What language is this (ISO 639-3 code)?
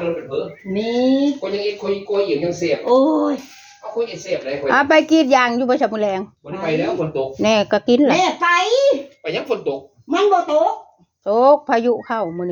tts